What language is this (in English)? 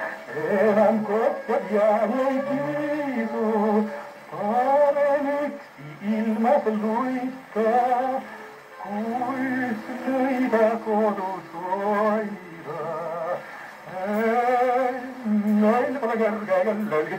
Estonian